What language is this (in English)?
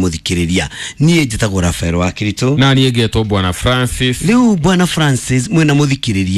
Kikuyu